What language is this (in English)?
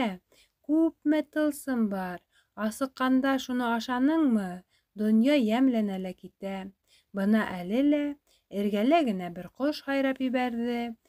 Bashkir